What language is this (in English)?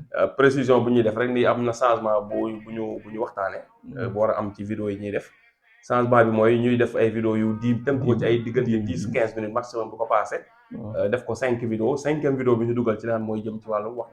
Wolof